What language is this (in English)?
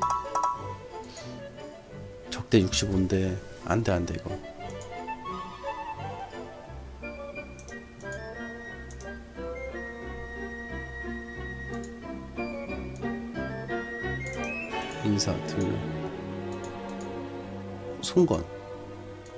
Korean